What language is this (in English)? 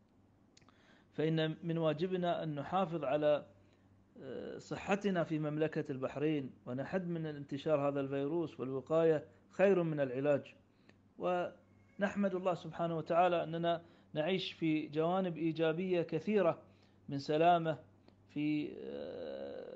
Arabic